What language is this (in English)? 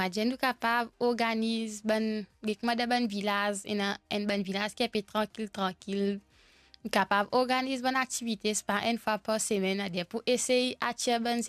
Morisyen